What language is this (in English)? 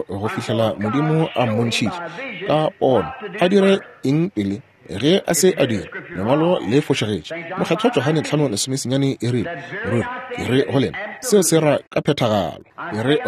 Northern Sotho